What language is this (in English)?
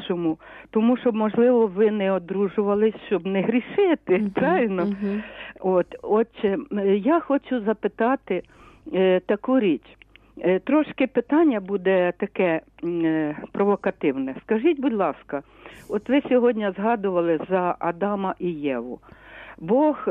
Ukrainian